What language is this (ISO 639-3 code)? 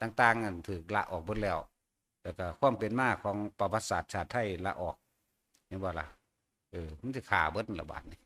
tts